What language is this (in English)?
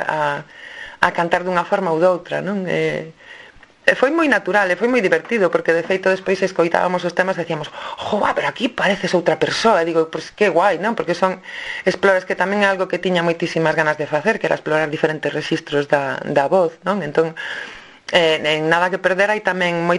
Galician